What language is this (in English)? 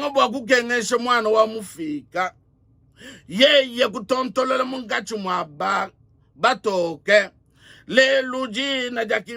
Luba-Lulua